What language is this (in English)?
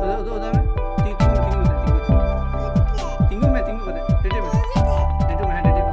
Santali